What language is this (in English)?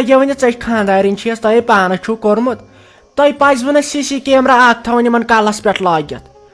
Kashmiri